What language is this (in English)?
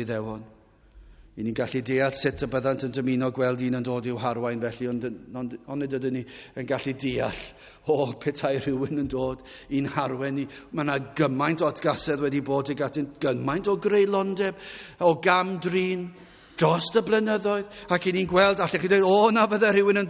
Welsh